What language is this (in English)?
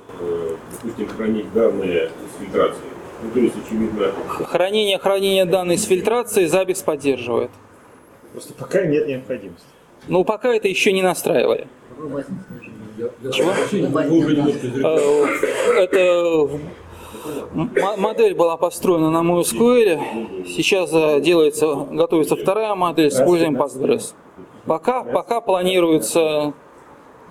Russian